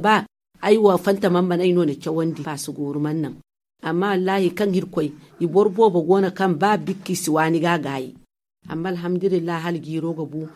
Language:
Zarma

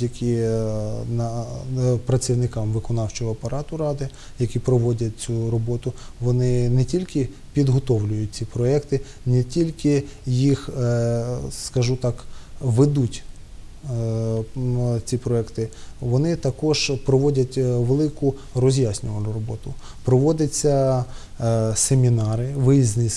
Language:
Ukrainian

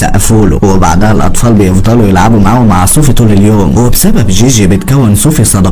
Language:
Egyptian Arabic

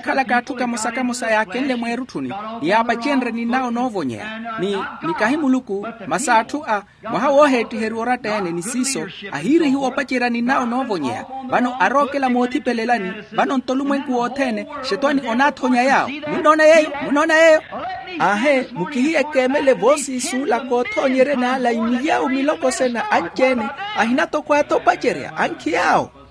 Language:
Makhuwa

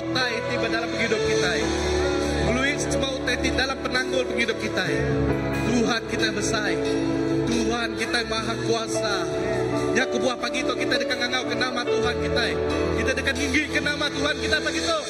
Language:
Iban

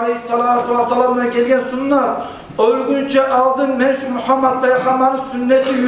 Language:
Kumyk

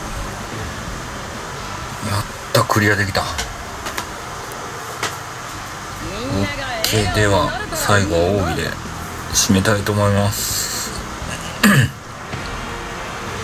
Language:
Japanese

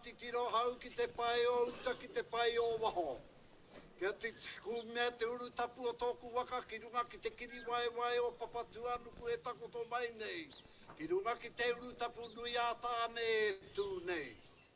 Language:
Māori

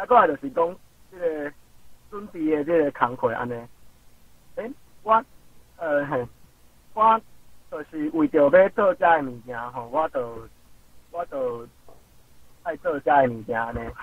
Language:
Min Nan Chinese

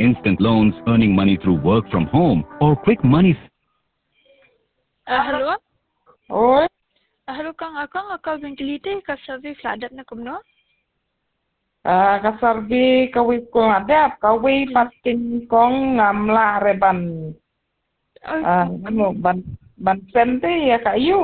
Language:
Khasi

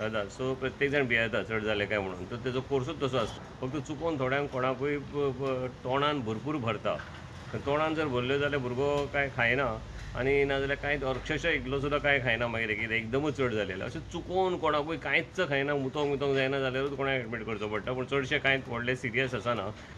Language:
Konkani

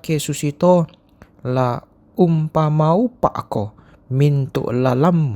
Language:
Toraja-Sa'dan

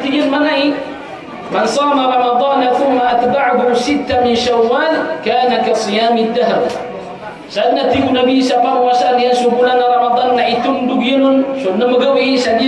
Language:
Maranao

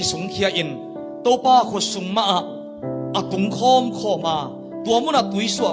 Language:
Tedim Chin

